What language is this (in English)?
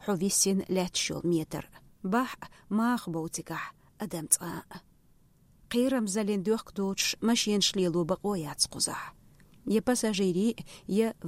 Chechen